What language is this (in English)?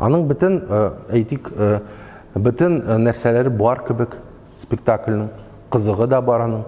Tatar